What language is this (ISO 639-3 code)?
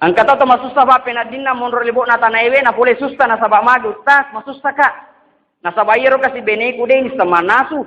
bug